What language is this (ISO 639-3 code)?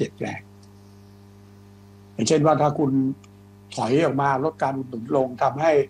tha